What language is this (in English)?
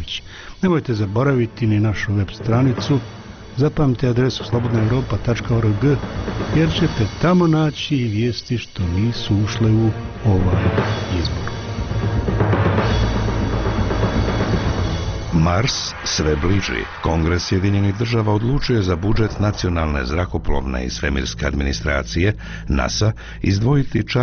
Bosnian